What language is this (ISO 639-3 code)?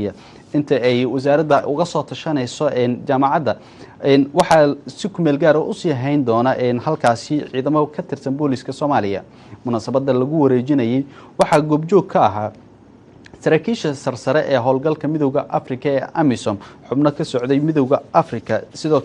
som